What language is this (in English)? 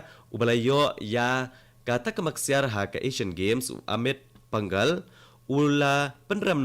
Khasi